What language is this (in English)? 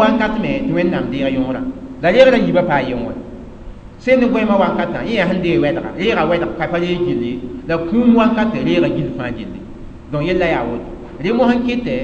Mossi